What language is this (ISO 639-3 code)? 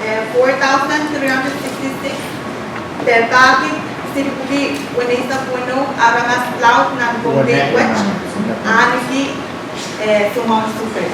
pon